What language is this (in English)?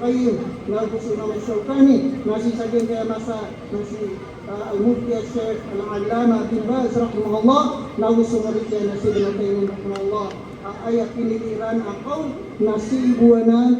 Maranao